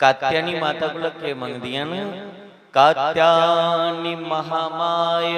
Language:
Dogri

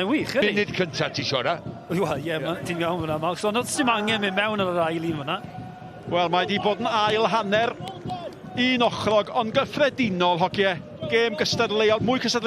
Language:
Welsh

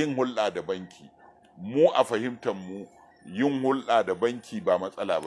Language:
Hausa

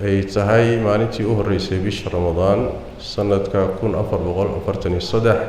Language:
Somali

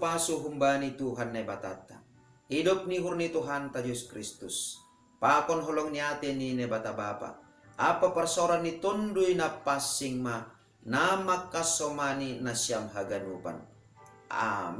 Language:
Batak Simalungun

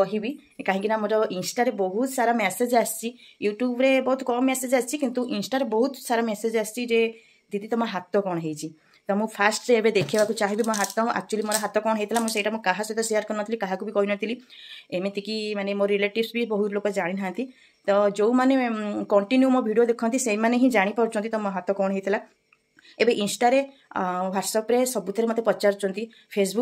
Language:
Odia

